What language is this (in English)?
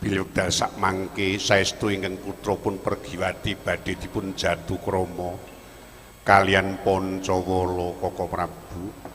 Javanese